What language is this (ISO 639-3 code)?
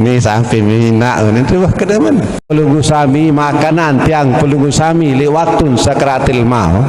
sas